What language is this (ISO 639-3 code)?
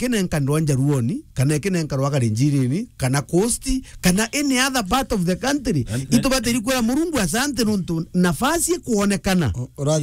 mer